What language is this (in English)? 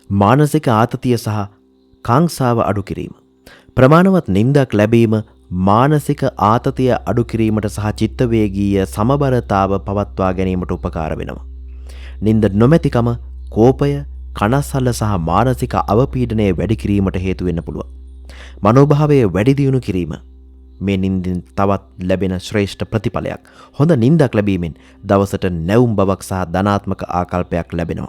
Sinhala